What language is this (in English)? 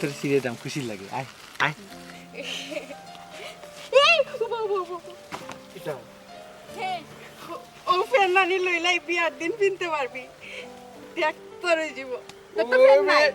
Sylheti